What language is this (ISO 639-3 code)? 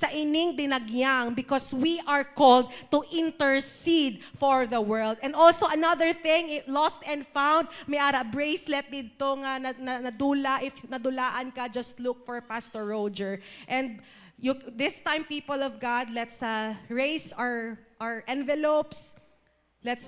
hil